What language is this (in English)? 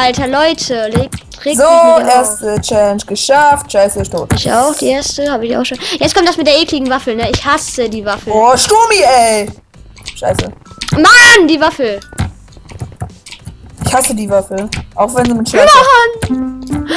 German